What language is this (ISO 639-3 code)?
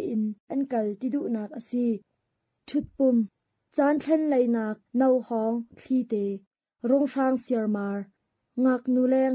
cnh